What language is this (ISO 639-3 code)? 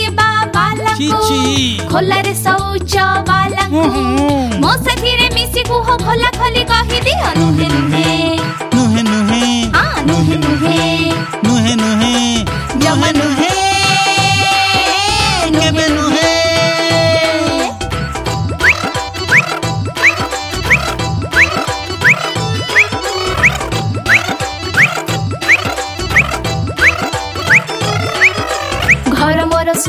ori